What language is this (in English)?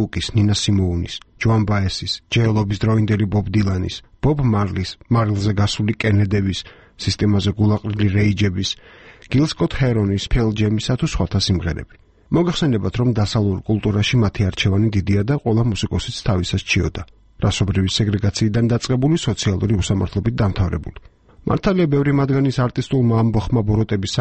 Georgian